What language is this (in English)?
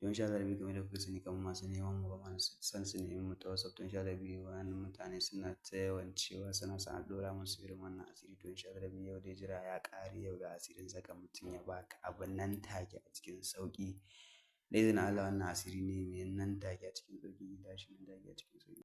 Hausa